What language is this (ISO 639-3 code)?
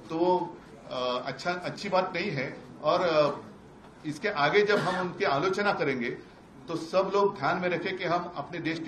hin